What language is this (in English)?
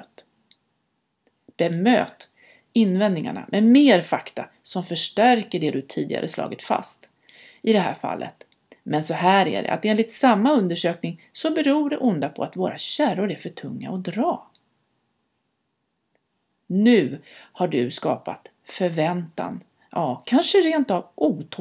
Swedish